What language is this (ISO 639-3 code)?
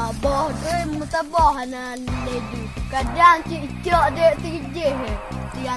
ace